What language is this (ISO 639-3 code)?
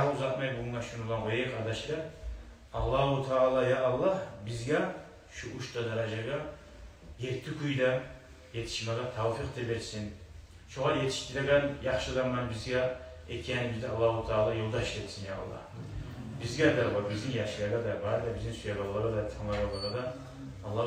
kum